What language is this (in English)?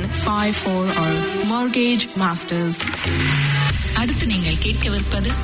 Tamil